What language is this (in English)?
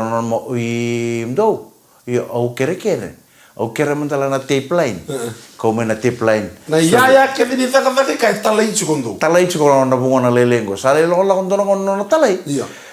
Fijian